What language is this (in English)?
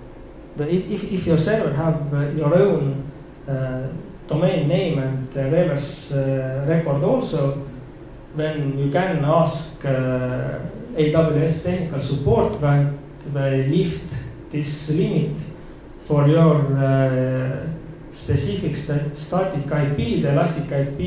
English